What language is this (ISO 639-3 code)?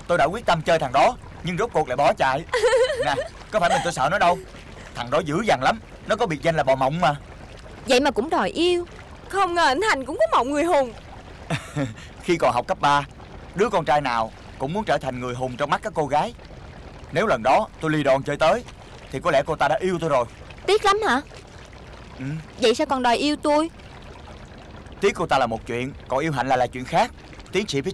vie